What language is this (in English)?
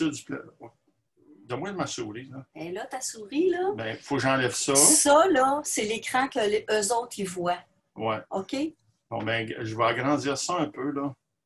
French